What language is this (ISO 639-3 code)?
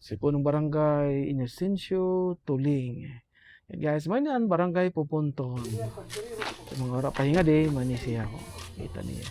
war